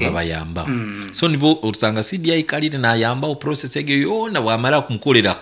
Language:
Nyankole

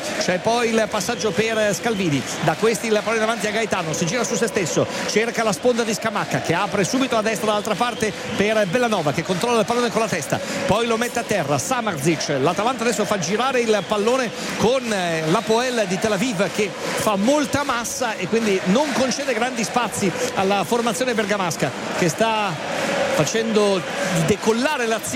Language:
Italian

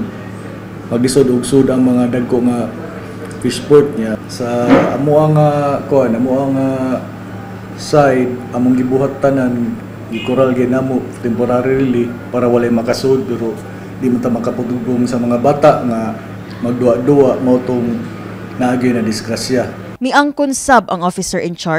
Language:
Cebuano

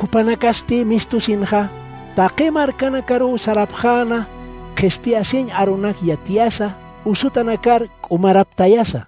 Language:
Aymara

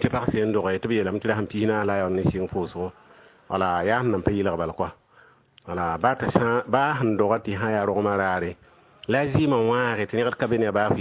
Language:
Mossi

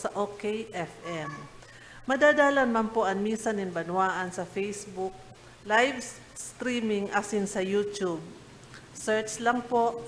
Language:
Bikol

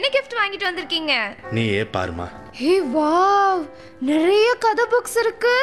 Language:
Tamil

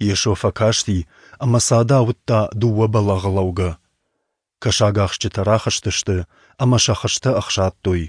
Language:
Ossetic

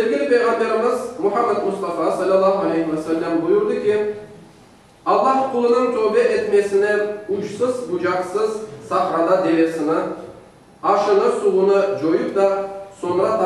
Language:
Crimean Tatar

